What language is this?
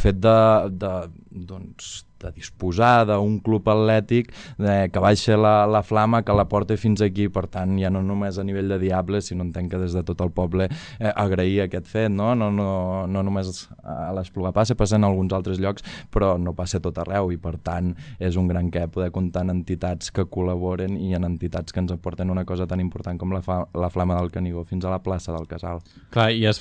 Catalan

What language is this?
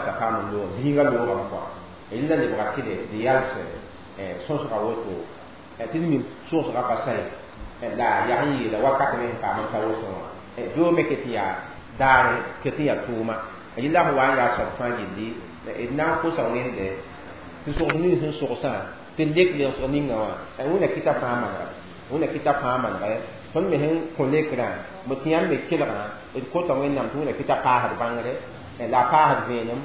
Mossi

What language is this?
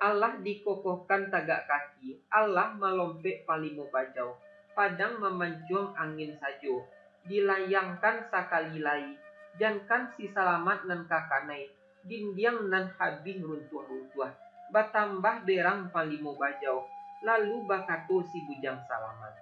Minangkabau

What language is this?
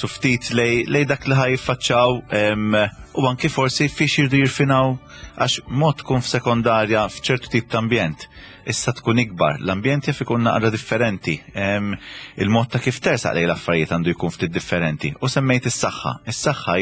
Maltese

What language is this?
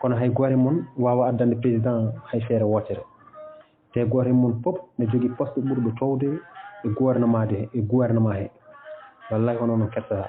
Fula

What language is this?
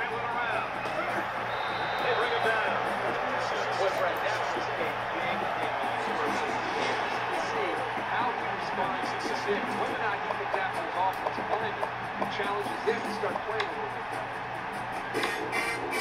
English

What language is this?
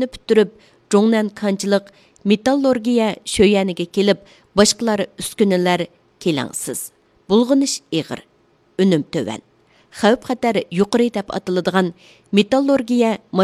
Uyghur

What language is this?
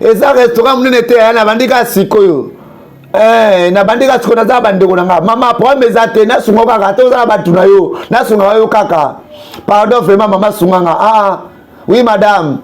Lingala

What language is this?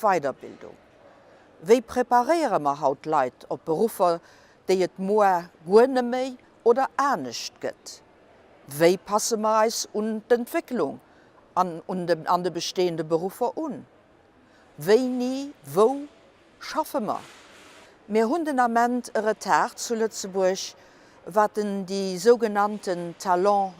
Luxembourgish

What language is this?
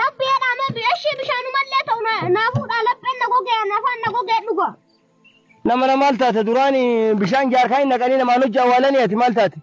Oromo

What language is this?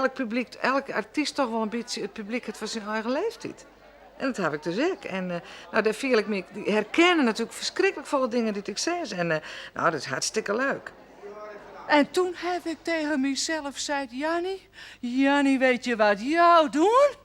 Western Frisian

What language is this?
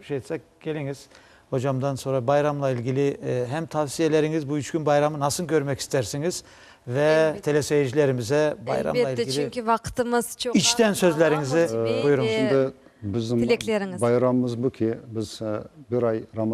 Crimean Tatar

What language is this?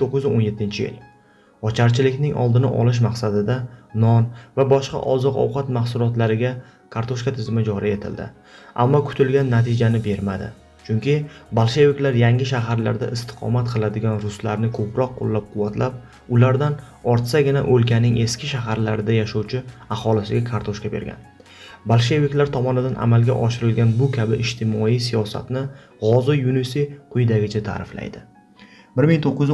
Uzbek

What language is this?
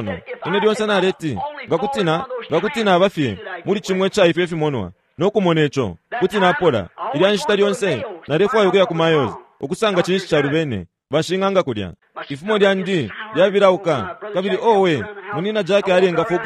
Bemba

